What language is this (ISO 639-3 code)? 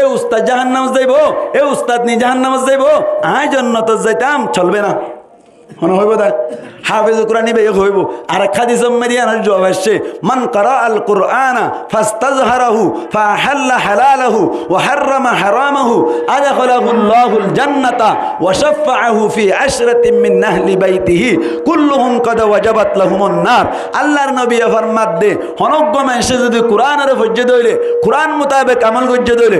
rhg